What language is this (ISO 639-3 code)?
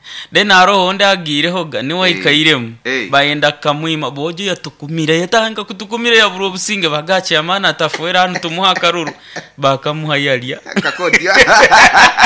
nyo